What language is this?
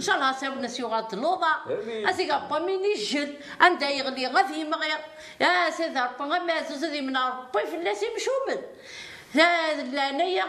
Kabyle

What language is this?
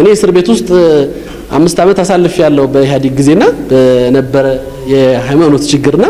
Amharic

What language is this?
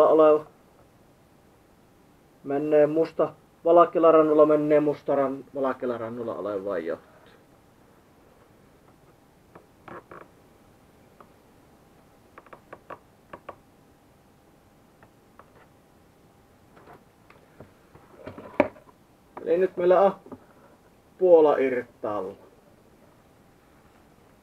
Finnish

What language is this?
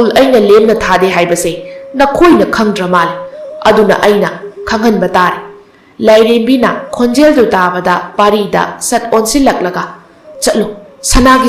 Manipuri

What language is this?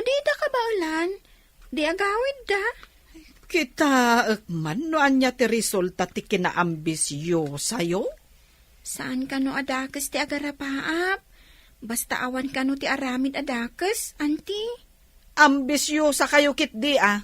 Iloko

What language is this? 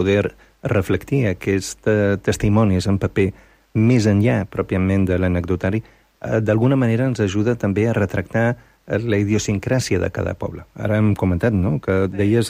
Catalan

